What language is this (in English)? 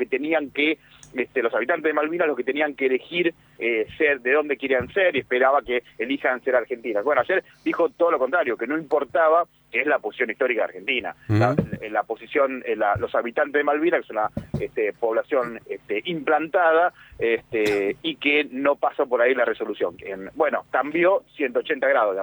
Spanish